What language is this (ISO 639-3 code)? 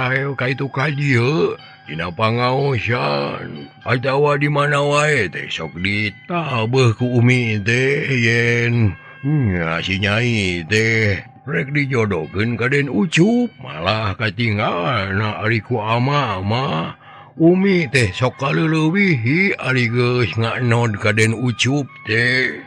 sun